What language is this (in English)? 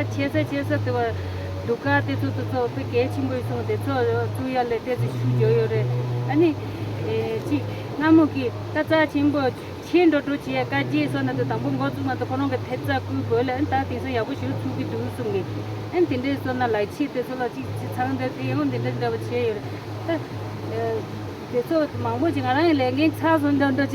Tibetan